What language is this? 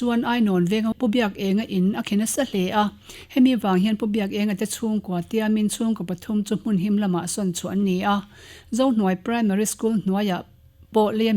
Mizo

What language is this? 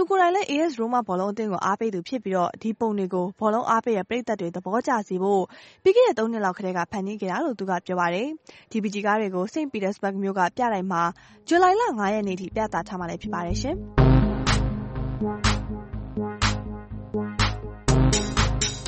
Burmese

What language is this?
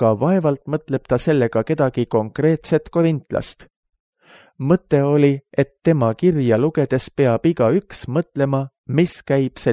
Estonian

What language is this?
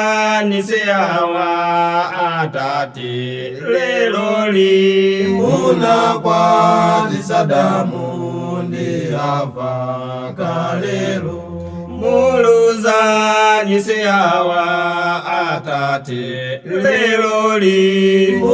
Nyanja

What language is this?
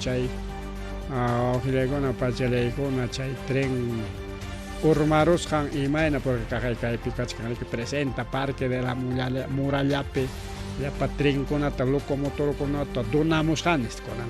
Ayacucho Quechua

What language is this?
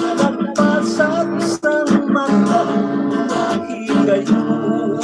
Hiligaynon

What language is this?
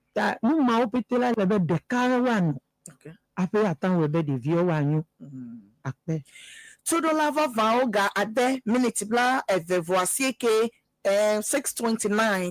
Ewe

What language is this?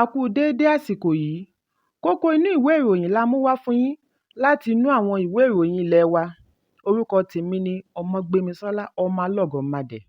Yoruba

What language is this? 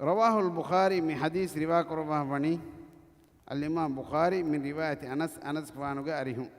Divehi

